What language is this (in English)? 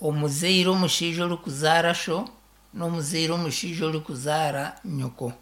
Nyankole